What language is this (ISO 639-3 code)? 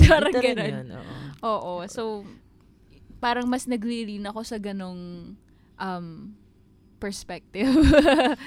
fil